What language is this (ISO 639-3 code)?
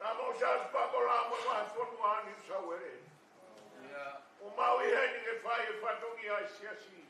ton